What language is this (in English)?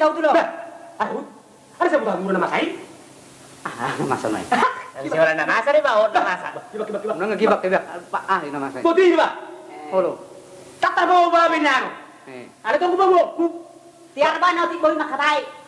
Batak Toba